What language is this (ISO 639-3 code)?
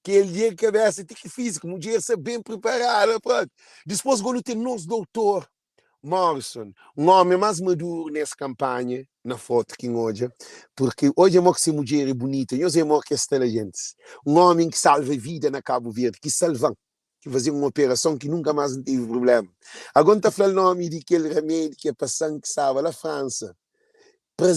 kea